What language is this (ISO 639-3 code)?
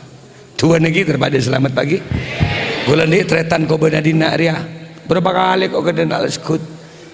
mad